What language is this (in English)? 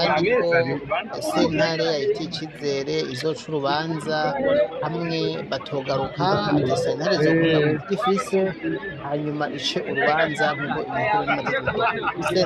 Rundi